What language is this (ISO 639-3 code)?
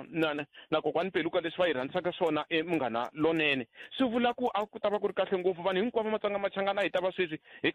tso